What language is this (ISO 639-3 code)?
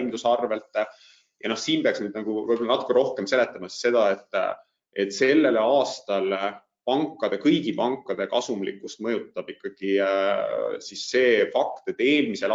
est